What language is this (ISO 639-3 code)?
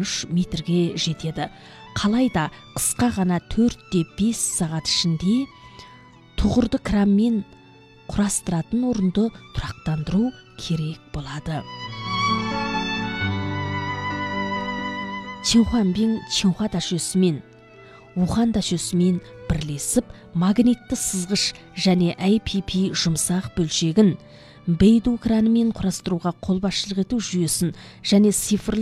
kaz